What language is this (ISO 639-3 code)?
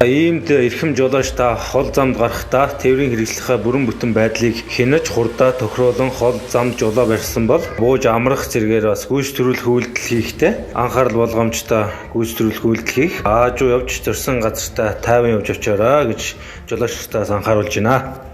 mon